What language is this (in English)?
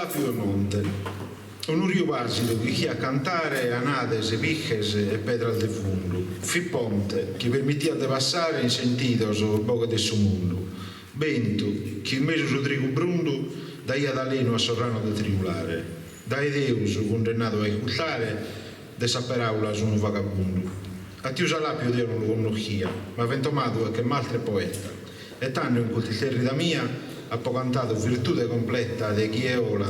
Sardinian